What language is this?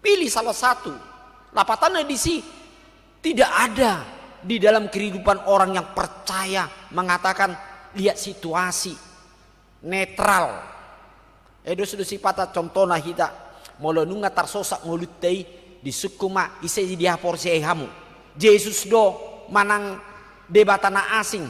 Batak Toba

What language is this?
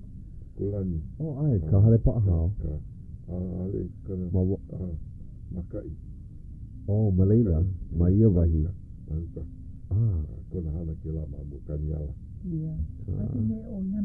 Hawaiian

